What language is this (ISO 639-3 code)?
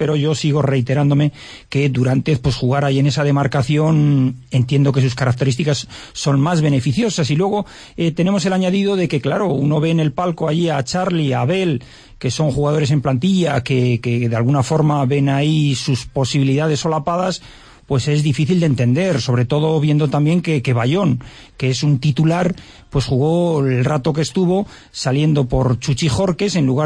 spa